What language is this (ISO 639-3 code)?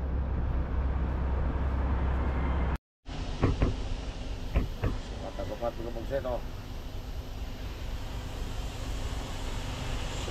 fil